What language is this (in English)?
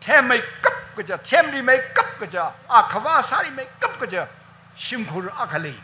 Tangkhul Naga (India)